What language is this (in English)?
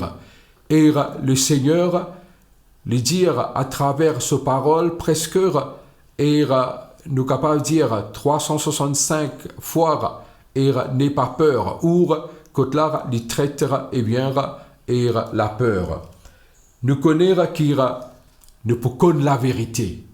Morisyen